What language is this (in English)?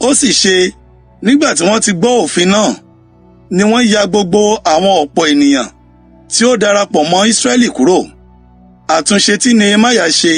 Yoruba